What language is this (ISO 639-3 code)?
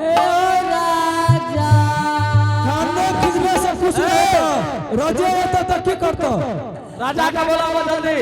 anp